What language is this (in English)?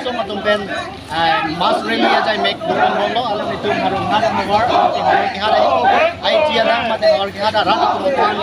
Karbi